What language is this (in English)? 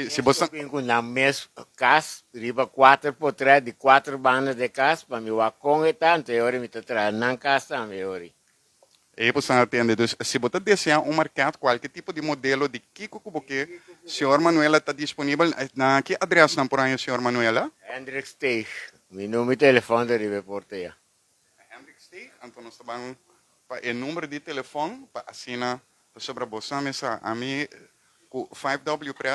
Papiamento